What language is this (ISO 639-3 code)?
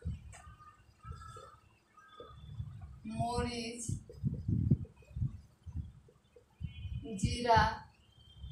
ben